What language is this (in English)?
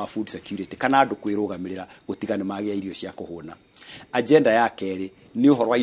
Kikuyu